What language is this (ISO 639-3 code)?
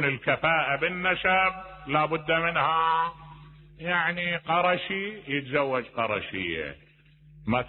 acm